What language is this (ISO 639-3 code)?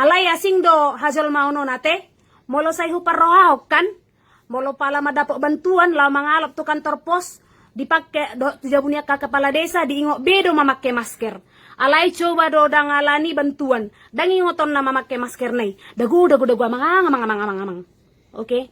bbc